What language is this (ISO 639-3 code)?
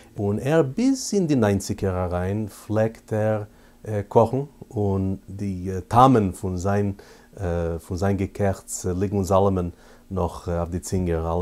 yid